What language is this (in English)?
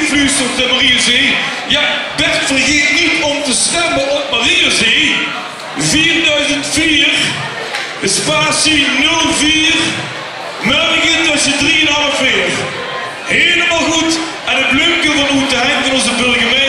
Limburgish